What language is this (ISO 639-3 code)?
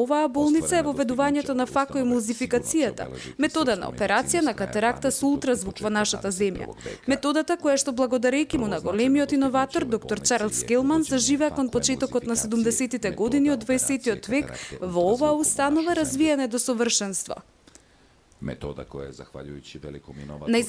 mkd